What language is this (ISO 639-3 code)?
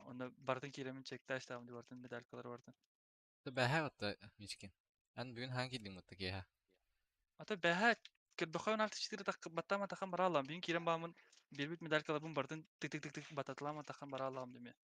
sah